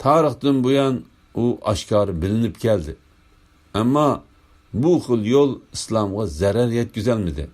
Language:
Uyghur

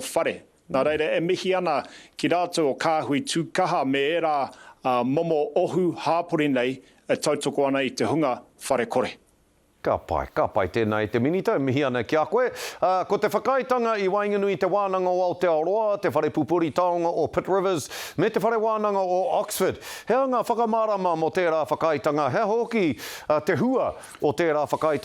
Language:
Māori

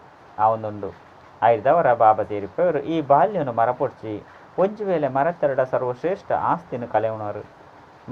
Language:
Tulu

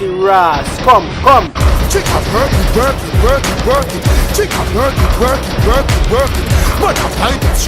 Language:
Jamaican Creole English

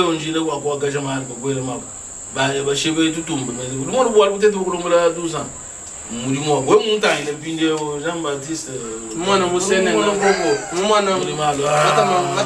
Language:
Luba-Lulua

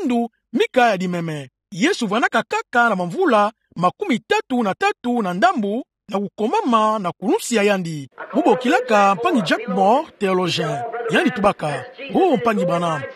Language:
Kituba (Democratic Republic of Congo)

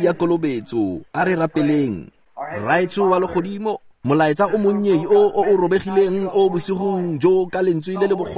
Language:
Tswana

